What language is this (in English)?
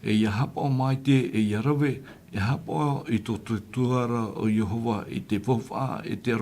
Tahitian